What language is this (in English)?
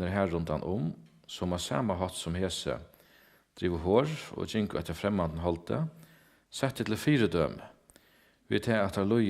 Faroese